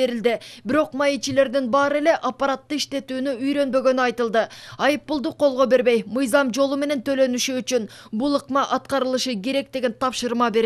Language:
Kyrgyz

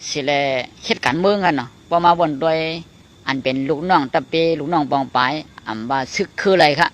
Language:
Shan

